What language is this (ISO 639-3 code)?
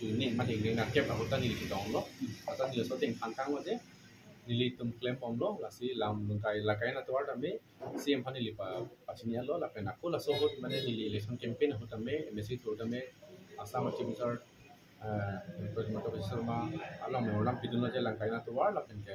mjw